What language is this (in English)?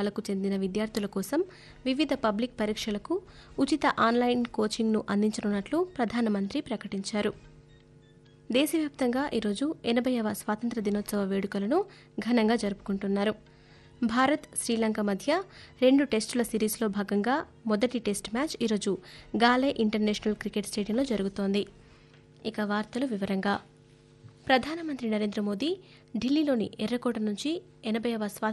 Telugu